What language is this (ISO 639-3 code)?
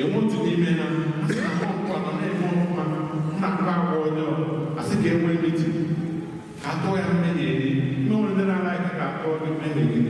ibo